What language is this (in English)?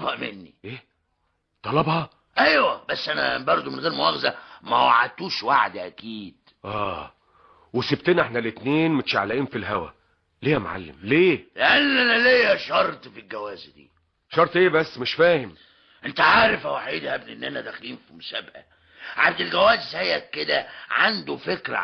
Egyptian Arabic